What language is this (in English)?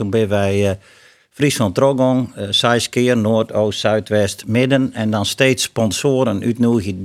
Western Frisian